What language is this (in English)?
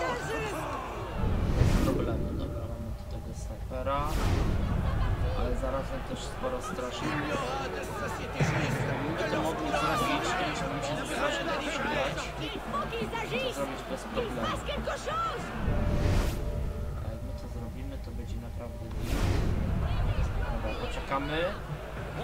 Polish